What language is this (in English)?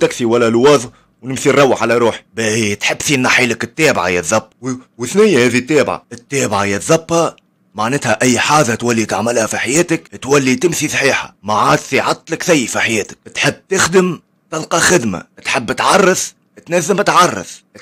Tunisian Arabic